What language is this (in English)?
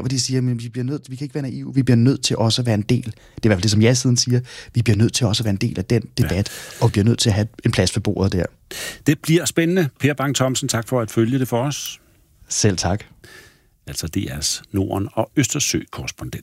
Danish